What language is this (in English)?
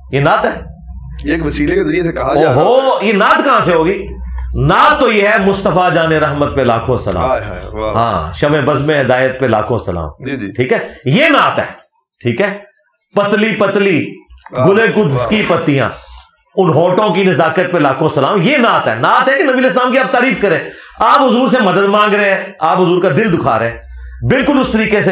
Urdu